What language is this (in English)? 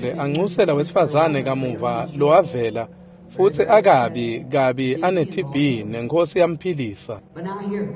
Swati